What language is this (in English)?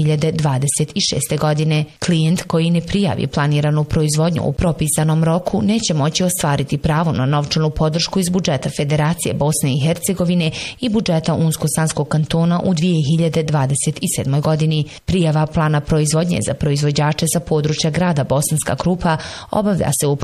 Bosnian